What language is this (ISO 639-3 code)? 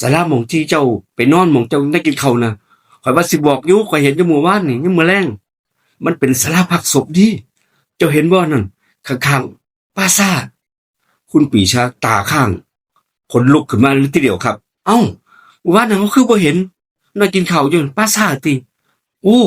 tts